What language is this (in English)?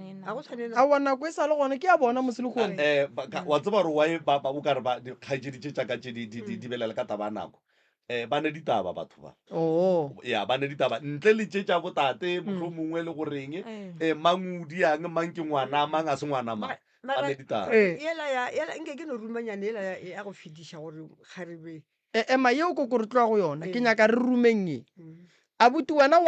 Northern Sotho